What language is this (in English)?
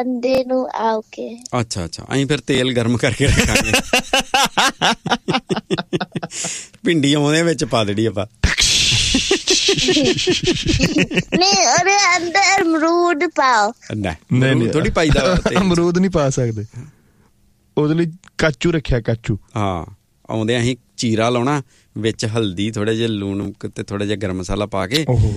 Punjabi